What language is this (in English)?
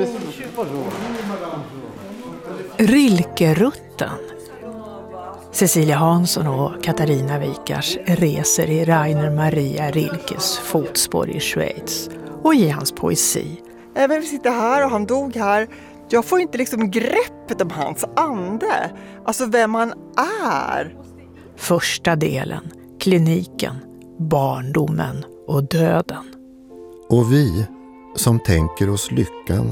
Swedish